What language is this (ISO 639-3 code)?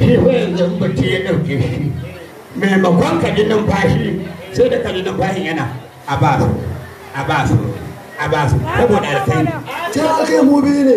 hau